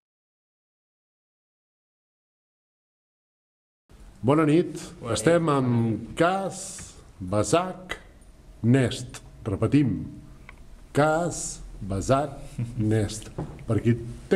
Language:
Catalan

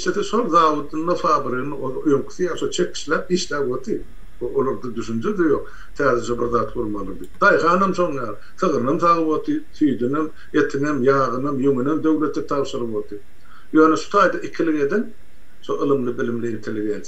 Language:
Turkmen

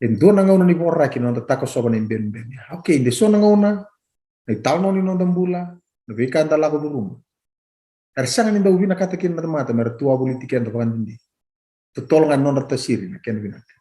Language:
Fijian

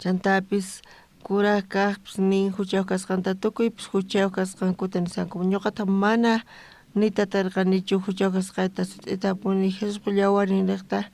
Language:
South Bolivian Quechua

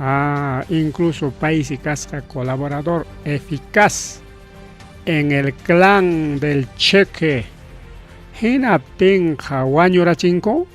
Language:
Ayacucho Quechua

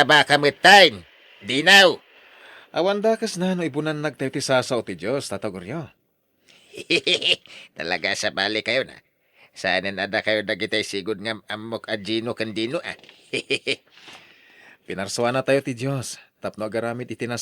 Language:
Iloko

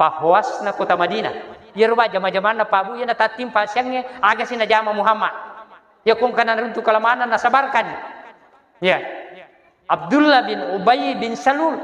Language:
Buginese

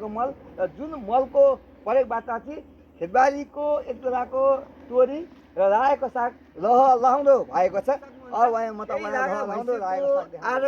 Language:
Nepali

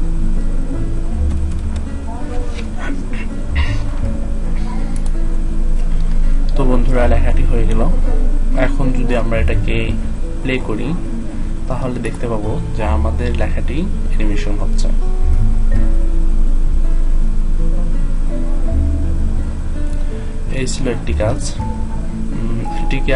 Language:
Bangla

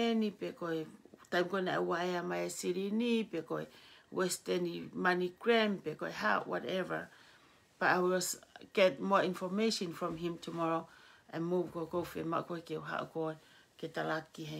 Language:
Tongan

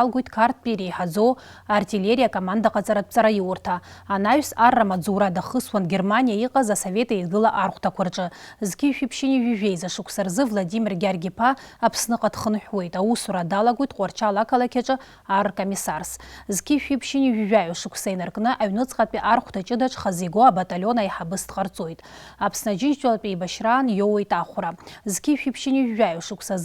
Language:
Abkhazian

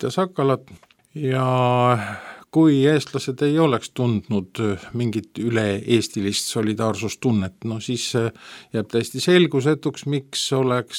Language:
Estonian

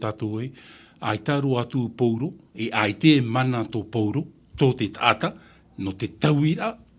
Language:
Tahitian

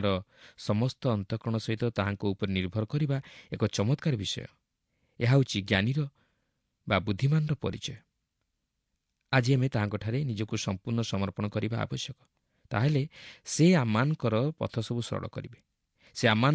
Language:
Odia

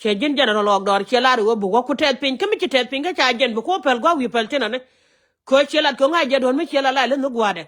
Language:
Nuer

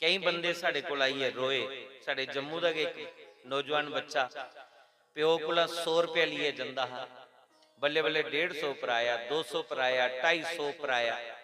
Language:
Dogri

